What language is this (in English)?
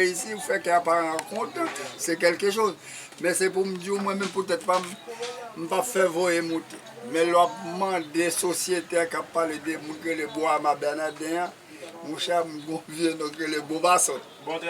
Haitian Creole